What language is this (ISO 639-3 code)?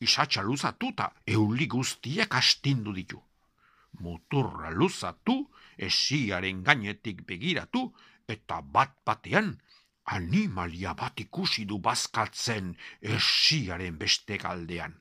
eus